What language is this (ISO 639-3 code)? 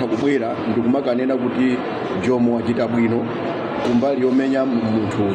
nya